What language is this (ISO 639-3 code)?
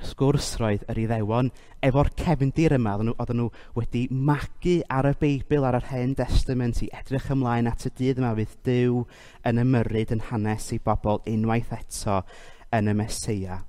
cym